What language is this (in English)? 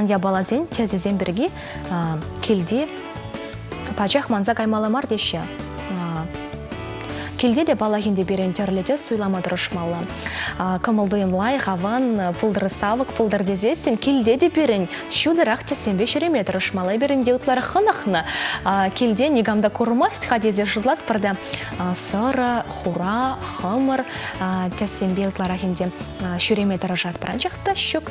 Chuvash